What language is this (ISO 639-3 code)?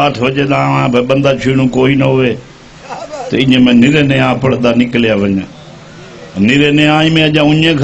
skr